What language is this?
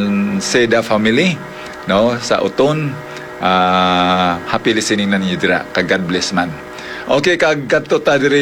Hiligaynon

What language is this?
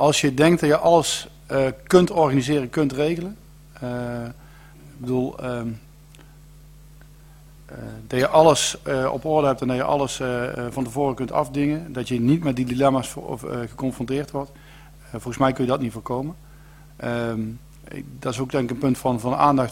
Dutch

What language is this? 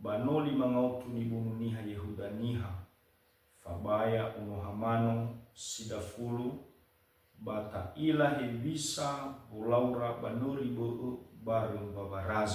Nias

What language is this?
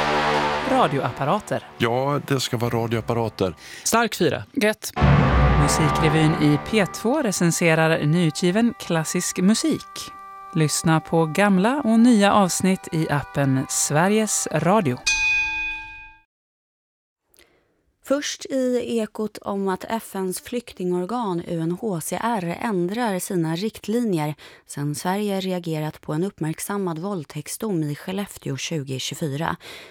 Swedish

